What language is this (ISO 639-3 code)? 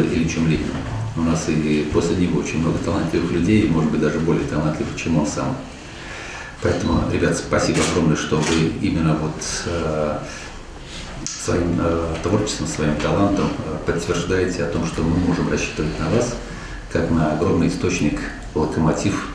rus